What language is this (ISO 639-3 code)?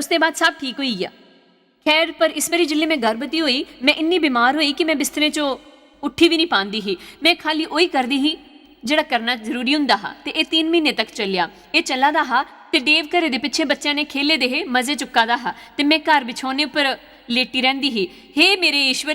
doi